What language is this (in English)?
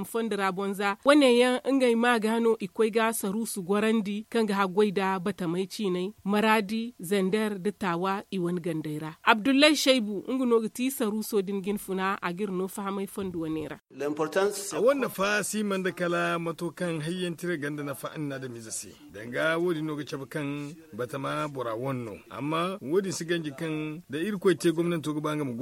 Zarma